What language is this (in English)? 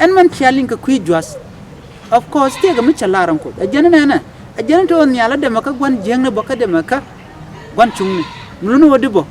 Nuer